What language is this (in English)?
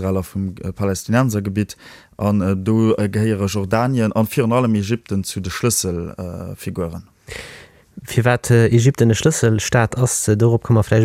Luxembourgish